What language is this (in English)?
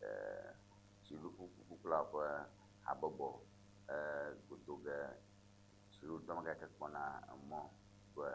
Ewe